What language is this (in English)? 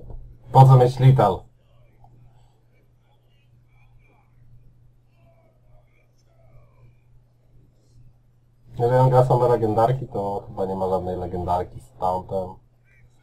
Polish